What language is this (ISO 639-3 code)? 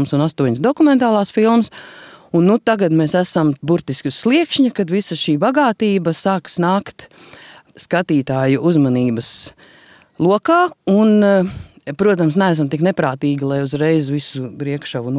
lav